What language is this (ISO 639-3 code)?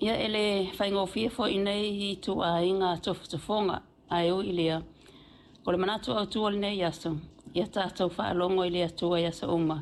smo